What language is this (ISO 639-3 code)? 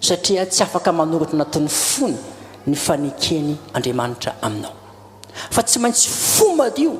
mlg